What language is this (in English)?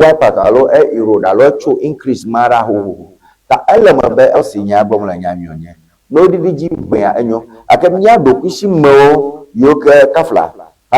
Ewe